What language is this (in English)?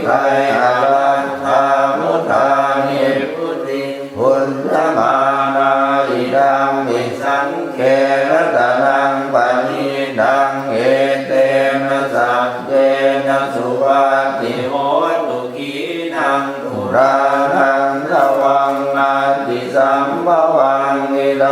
Pali